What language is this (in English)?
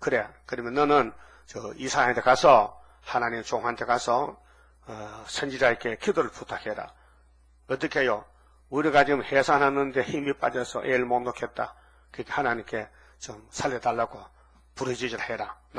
Korean